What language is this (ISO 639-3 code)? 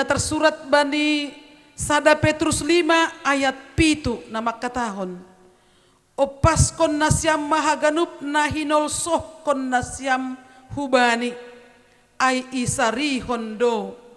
bts